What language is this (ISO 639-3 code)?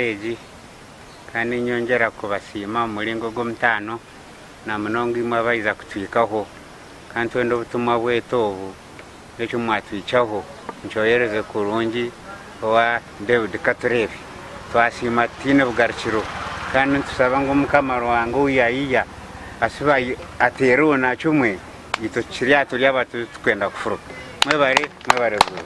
nyn